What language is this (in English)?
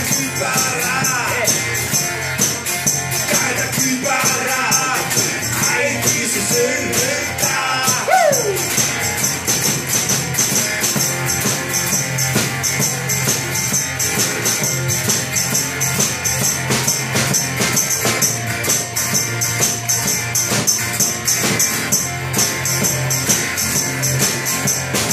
Finnish